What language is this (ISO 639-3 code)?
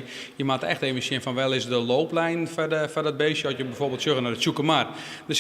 fry